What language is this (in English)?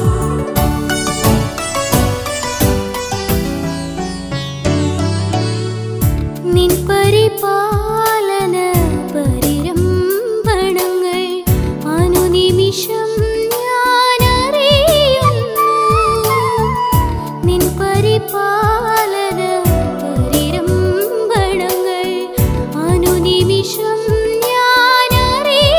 Malayalam